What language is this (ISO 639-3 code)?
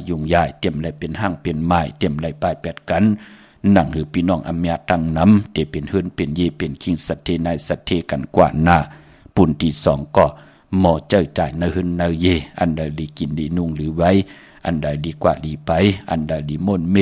shn